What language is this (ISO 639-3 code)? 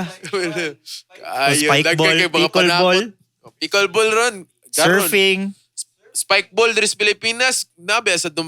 ceb